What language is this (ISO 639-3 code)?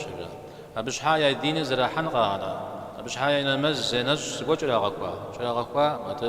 kbd